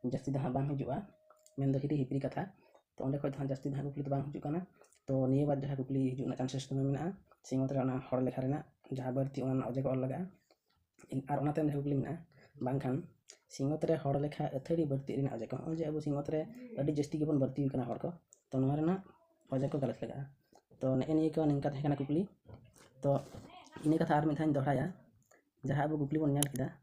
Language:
Santali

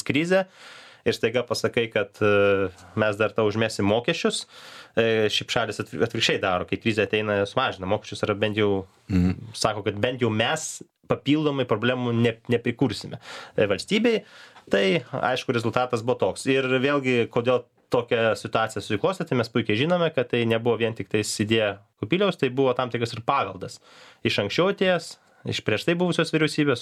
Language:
Lithuanian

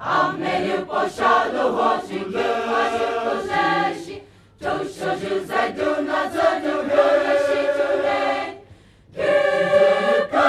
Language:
Poumei Naga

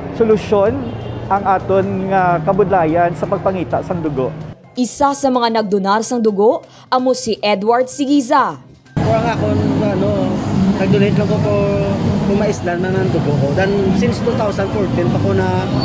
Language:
Hiligaynon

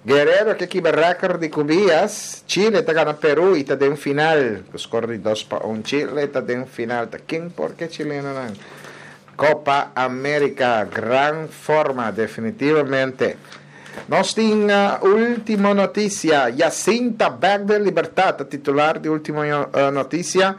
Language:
Papiamento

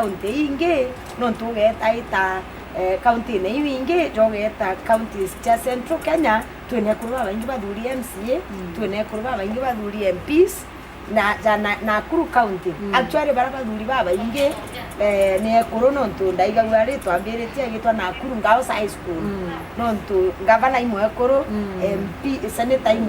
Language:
Meru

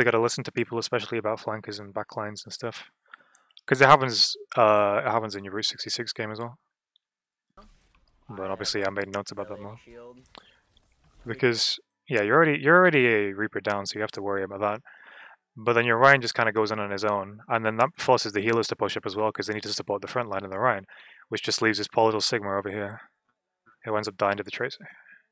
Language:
English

